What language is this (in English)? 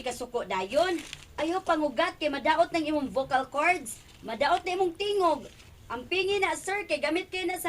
Cebuano